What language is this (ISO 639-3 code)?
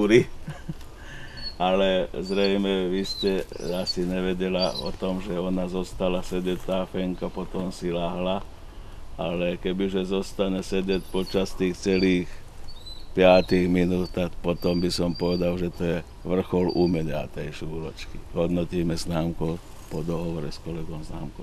slk